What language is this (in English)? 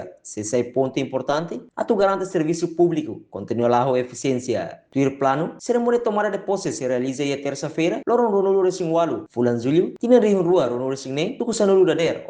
Tetum